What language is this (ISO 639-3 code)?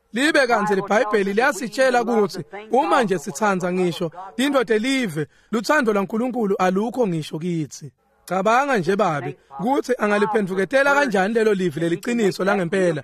ssw